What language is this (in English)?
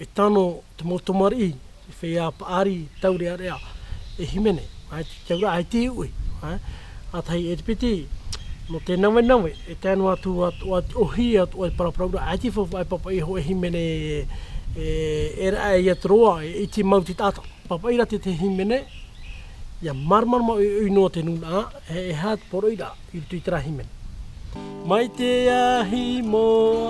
Tahitian